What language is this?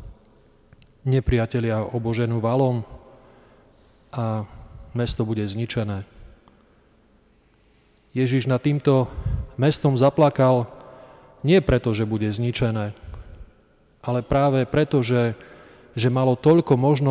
Slovak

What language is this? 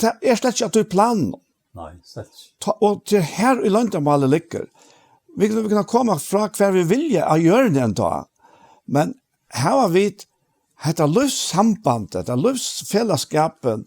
Faroese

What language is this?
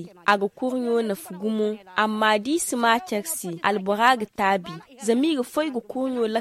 Zarma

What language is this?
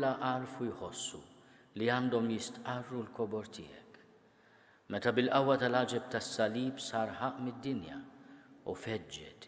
Maltese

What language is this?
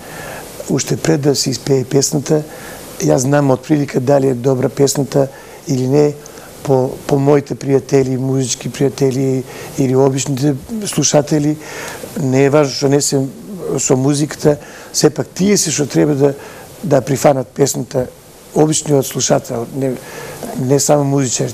Macedonian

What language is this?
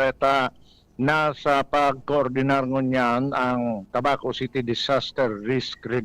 Bikol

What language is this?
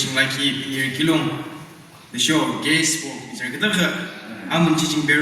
Yimchungru Naga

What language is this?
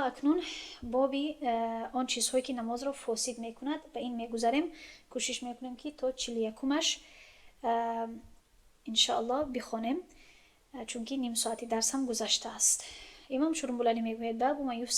Tajik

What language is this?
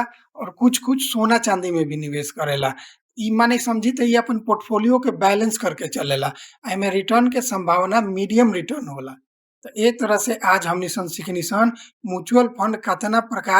Bhojpuri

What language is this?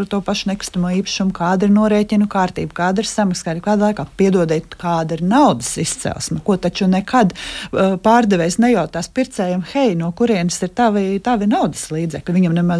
Latvian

